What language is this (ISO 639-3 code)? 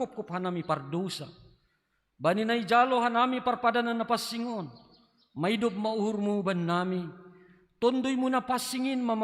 bts